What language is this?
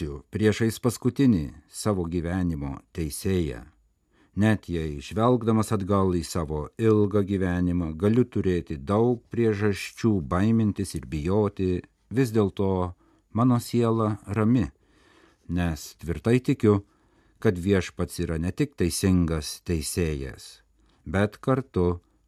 Lithuanian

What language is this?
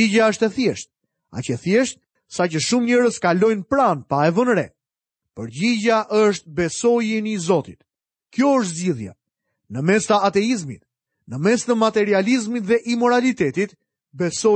Albanian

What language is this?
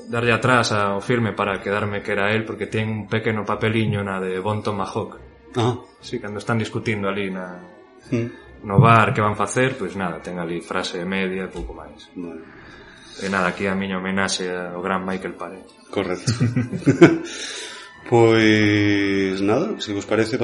Galician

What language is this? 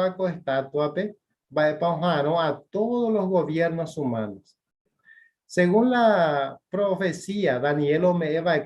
Guarani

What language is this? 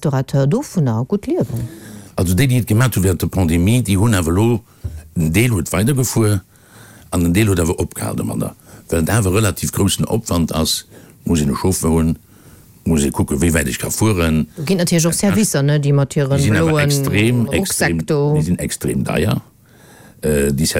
Luxembourgish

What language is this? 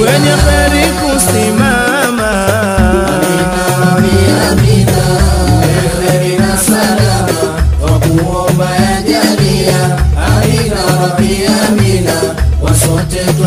Swahili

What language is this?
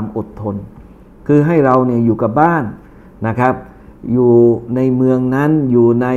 Thai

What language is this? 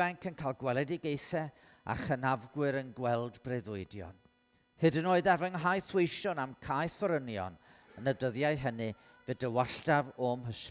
Welsh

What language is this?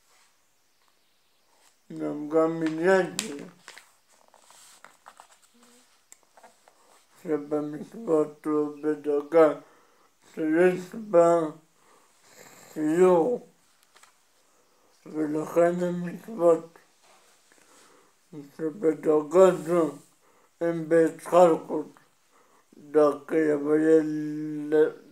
Hebrew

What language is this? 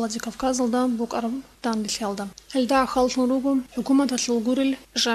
Avaric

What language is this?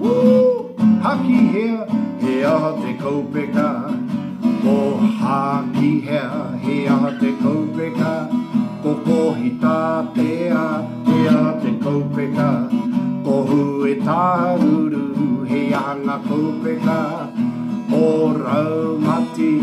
Māori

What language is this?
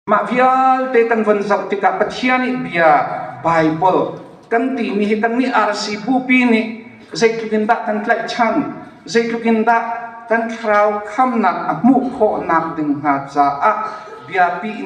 Hakha Chin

